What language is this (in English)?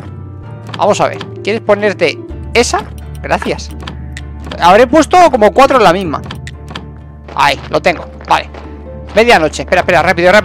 Spanish